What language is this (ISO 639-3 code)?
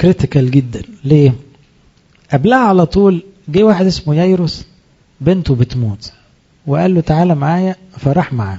arz